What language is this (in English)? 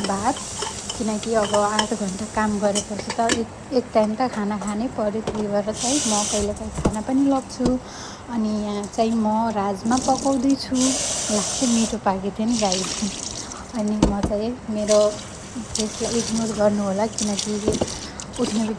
Nepali